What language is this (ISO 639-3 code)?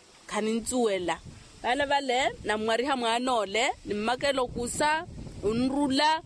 vmw